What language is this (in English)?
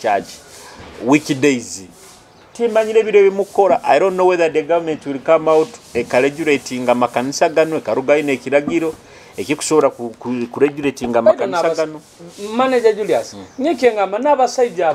Nyoro